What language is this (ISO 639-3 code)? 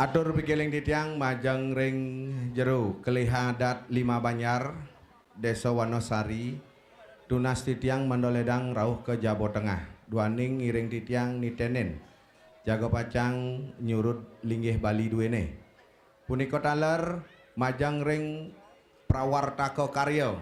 ban